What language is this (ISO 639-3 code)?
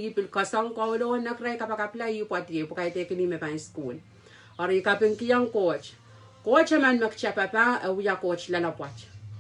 pon